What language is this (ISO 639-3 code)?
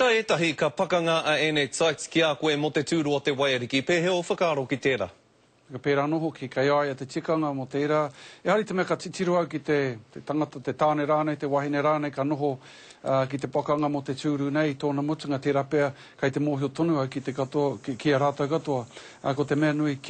mri